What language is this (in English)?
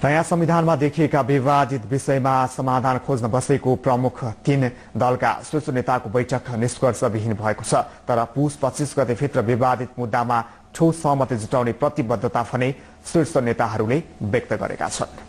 Nepali